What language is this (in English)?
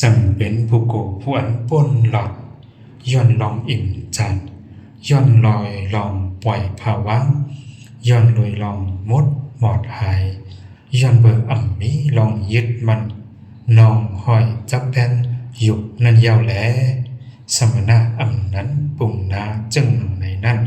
Shan